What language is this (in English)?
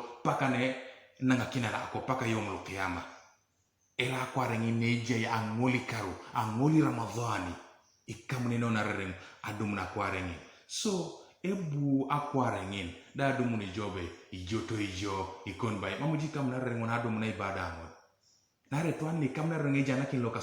Teso